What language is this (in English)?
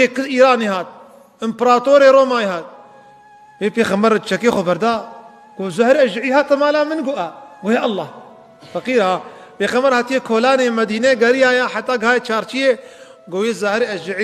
Kurdish